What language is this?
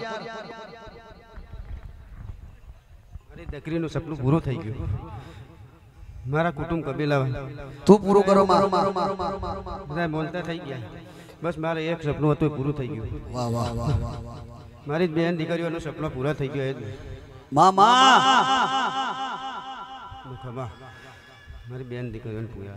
Gujarati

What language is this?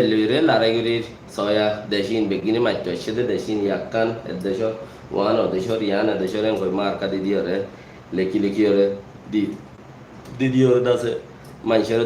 Rohingya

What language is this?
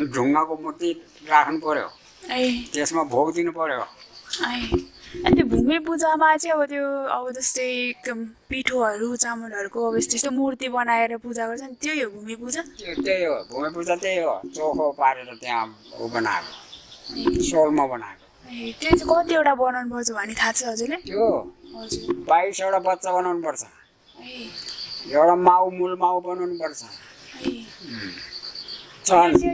Nepali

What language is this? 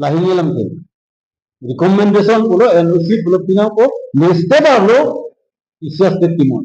Karbi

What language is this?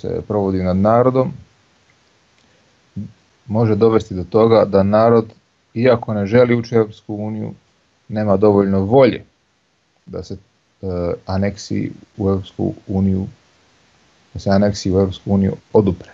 Croatian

